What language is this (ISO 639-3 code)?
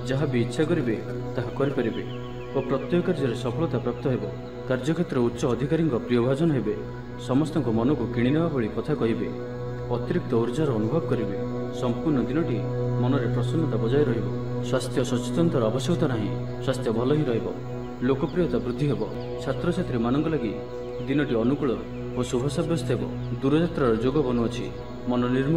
ori